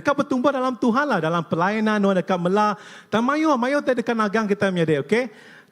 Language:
Iban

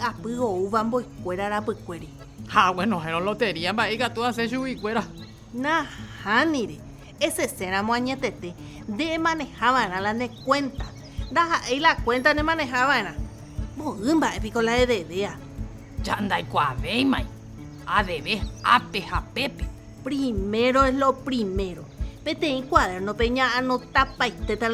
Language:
Guarani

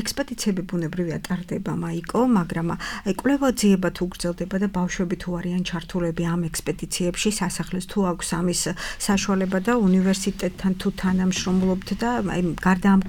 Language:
Georgian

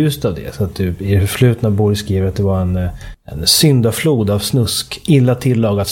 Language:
Swedish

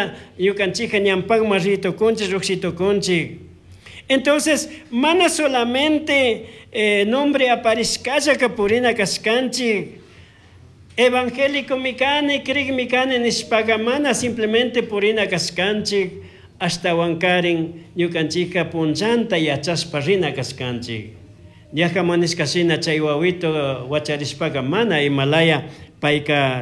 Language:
Chimborazo Highland Quichua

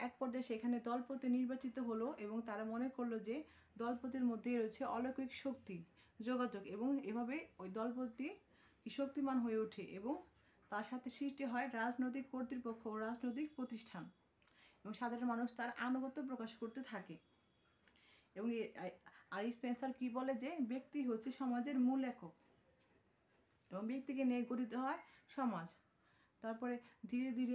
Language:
Bangla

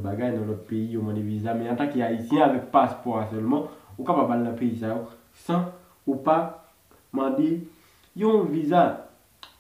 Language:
Haitian Creole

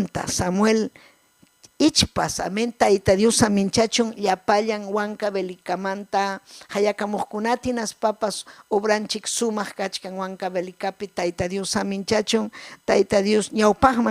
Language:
Ayacucho Quechua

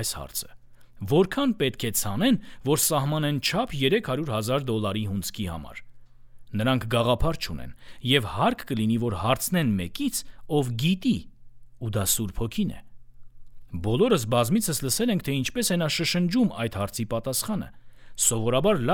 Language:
Armenian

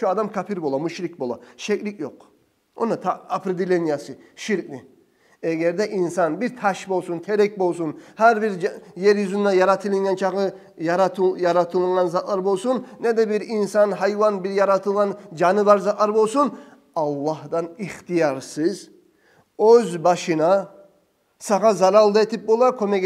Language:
Kumyk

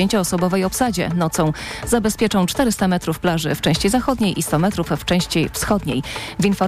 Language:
Polish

